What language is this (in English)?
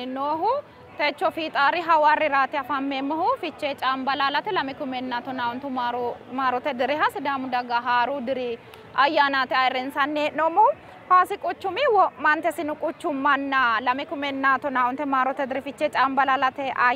Sidamo